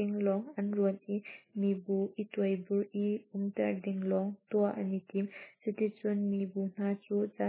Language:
Hakha Chin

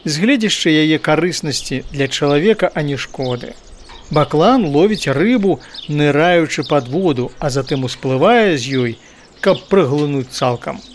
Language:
Belarusian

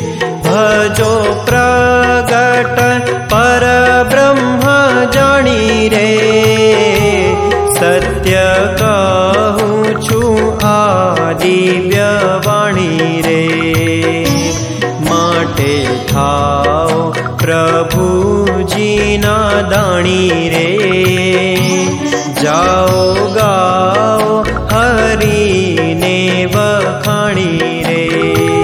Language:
Gujarati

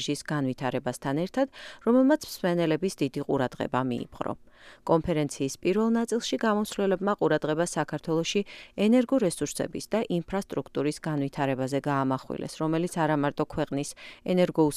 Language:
Georgian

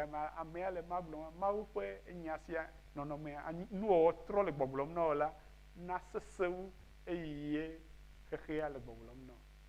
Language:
Ewe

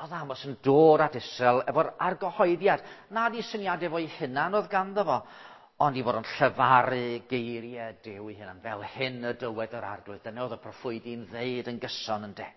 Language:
Welsh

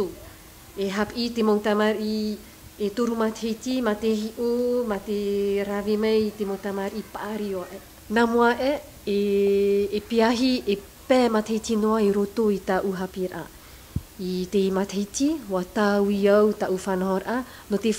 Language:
Tahitian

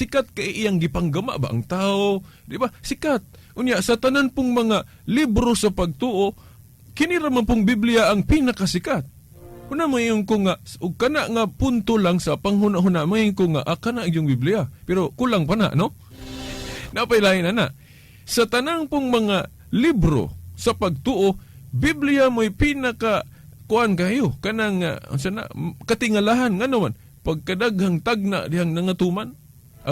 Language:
Cebuano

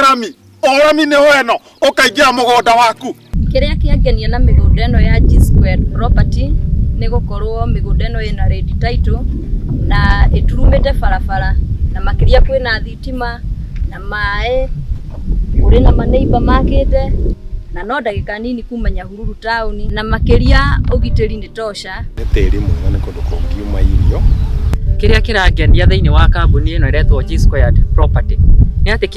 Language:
Kikuyu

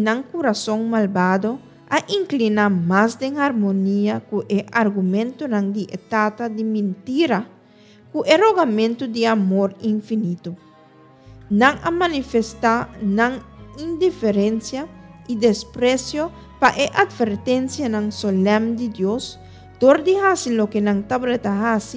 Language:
Papiamento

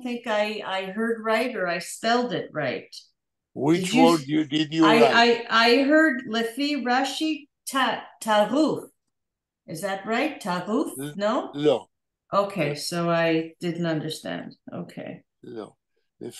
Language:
Yiddish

